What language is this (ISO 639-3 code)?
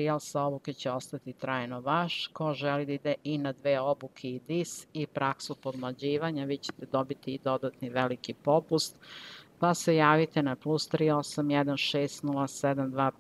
srp